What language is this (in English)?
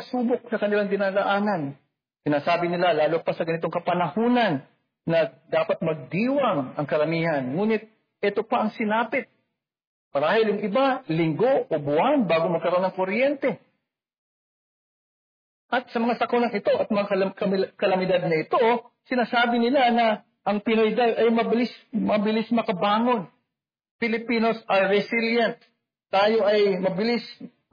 Filipino